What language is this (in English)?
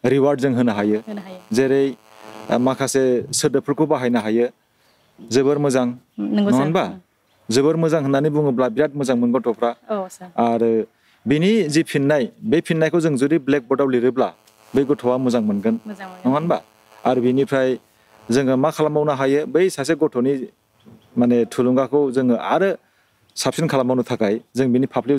Bodo